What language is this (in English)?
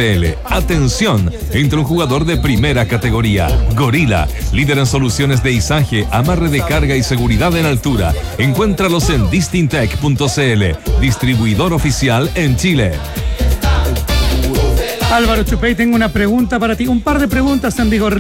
Spanish